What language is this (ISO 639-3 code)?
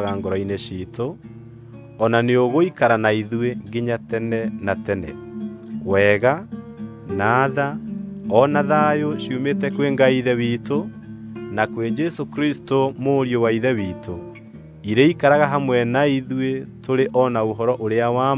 kik